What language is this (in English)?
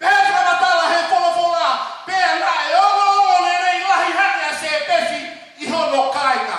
Tongan